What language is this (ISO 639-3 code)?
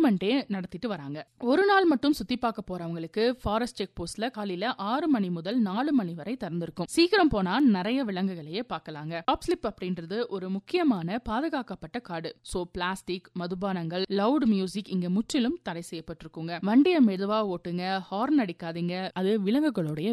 tam